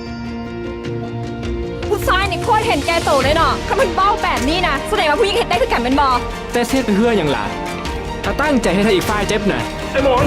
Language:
Lao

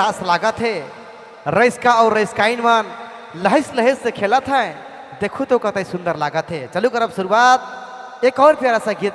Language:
Sadri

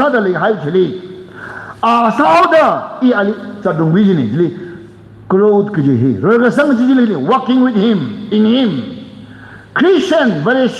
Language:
Tangkhul Naga (India)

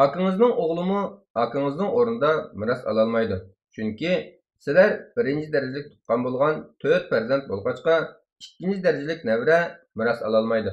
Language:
Uyghur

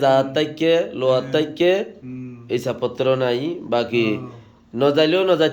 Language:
Rohingya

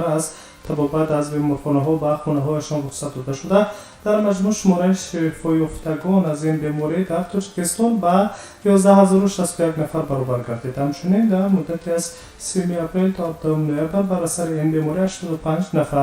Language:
Tajik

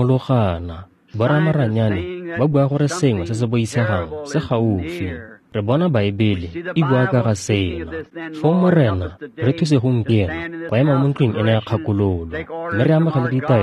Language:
Tswana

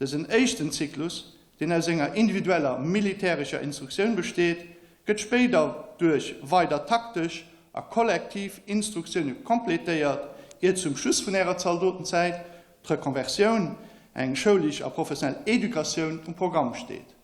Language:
Luxembourgish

